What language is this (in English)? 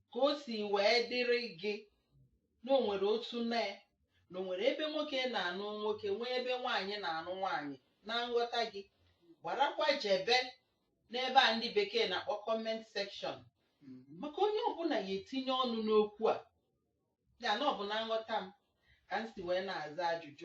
Igbo